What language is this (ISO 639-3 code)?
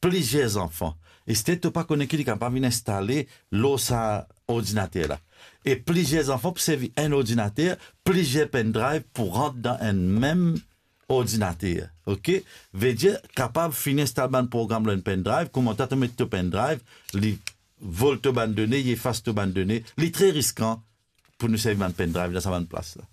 mfe